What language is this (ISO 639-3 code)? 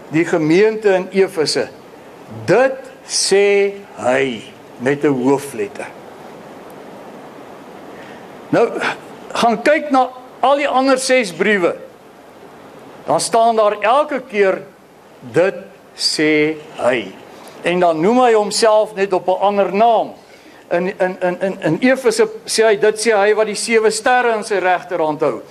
afr